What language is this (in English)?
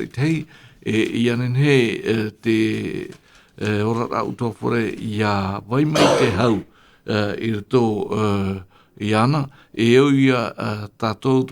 Tahitian